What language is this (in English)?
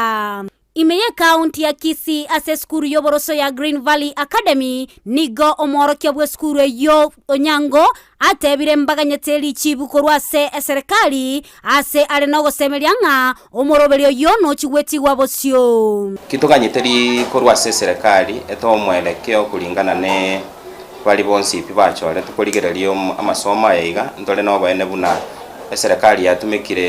Gusii